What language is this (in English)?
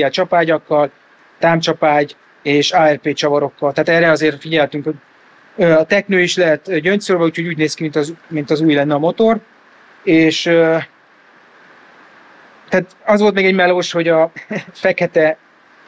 Hungarian